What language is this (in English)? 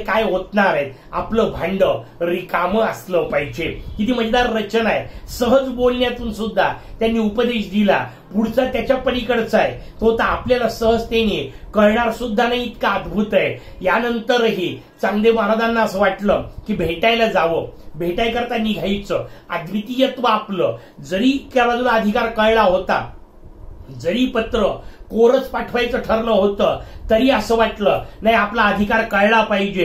Marathi